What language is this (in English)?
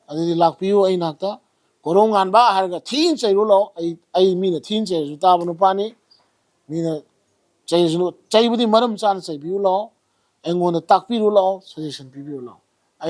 Manipuri